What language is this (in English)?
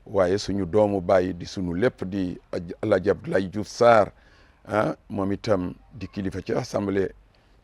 Wolof